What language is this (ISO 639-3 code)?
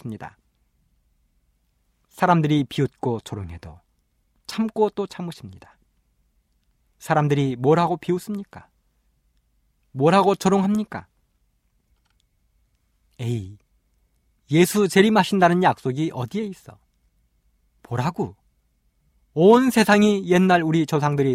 kor